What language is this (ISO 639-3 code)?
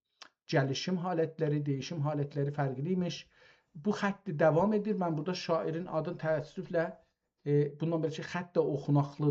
azb